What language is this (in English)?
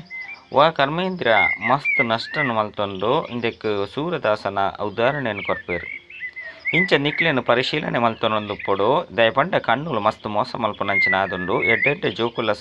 Tulu